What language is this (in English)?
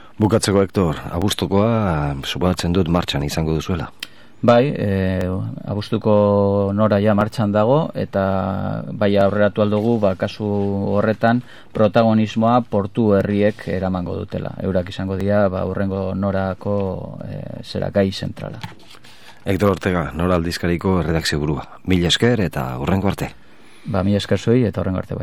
Basque